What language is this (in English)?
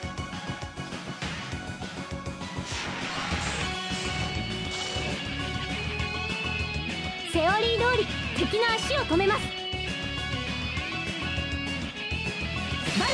Japanese